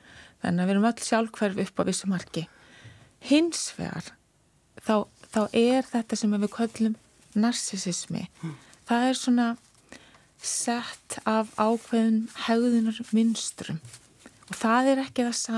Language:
Icelandic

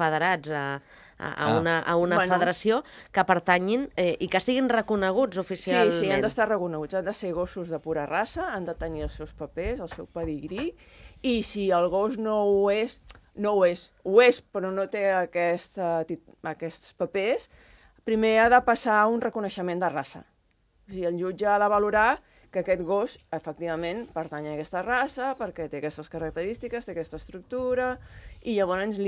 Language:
Catalan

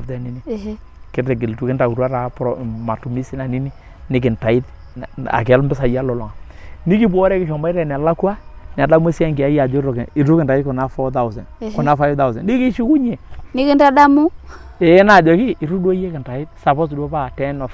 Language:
Masai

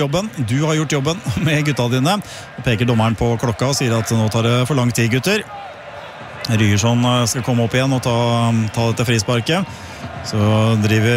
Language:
Norwegian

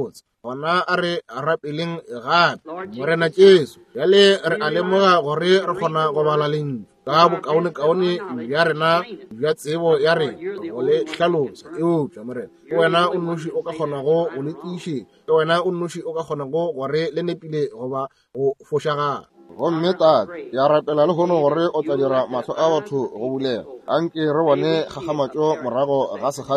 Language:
Northern Sotho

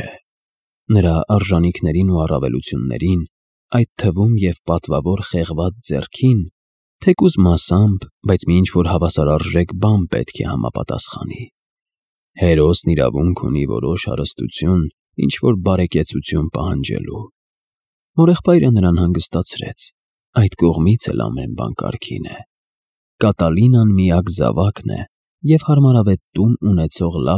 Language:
Armenian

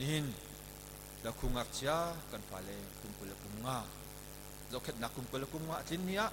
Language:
Hakha Chin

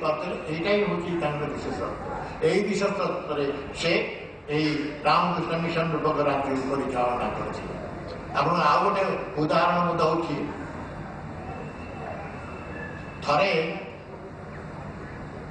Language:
Odia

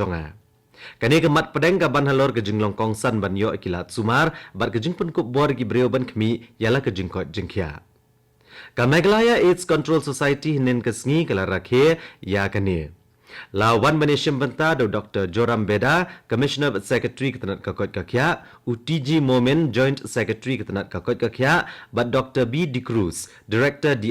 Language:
Khasi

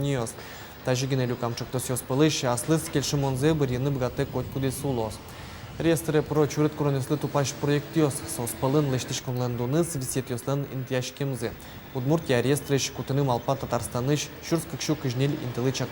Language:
Udmurt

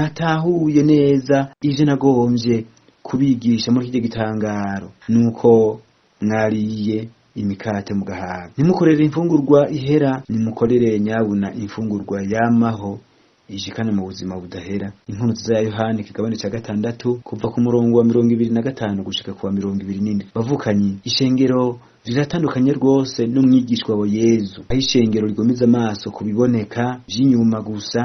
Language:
Rundi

